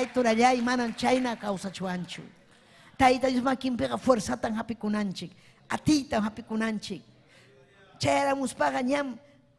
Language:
Ayacucho Quechua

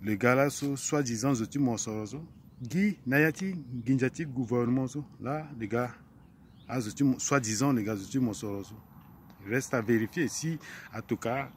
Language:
Sango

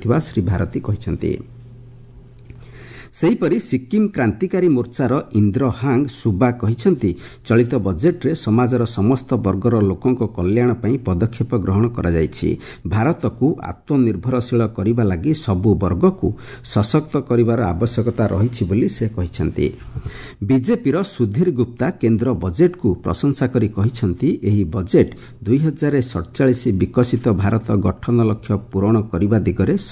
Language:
Odia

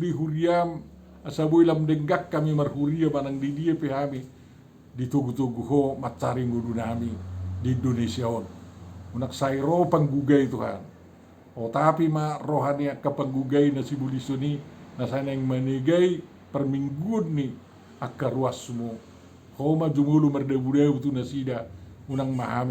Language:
Batak Toba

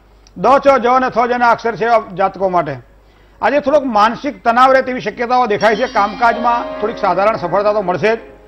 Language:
Gujarati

